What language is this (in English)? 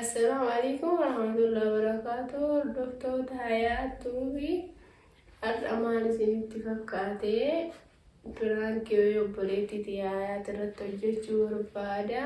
Oromo